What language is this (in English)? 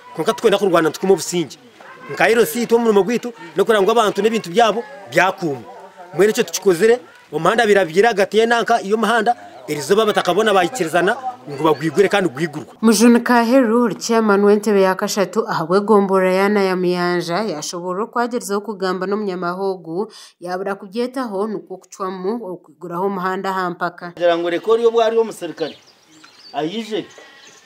Nyankole